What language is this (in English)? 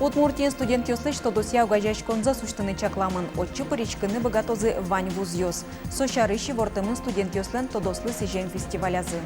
Udmurt